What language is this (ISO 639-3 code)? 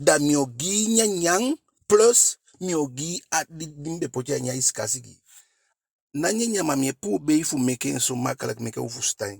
djk